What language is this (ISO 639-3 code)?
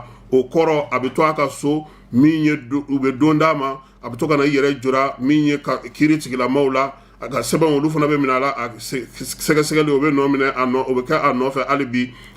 bam